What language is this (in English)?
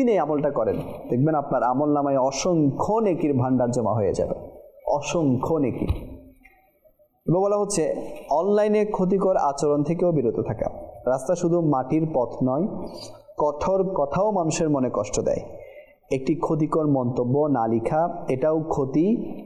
Bangla